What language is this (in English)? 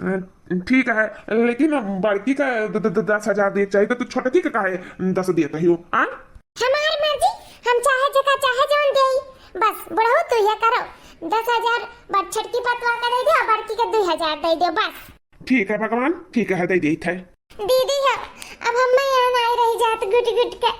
Awadhi